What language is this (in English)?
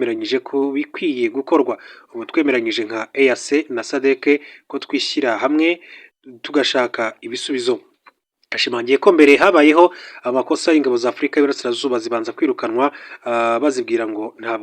Kinyarwanda